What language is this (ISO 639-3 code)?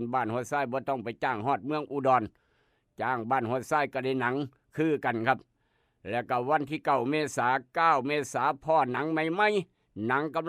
tts